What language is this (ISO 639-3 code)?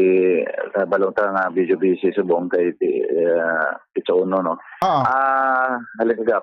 hil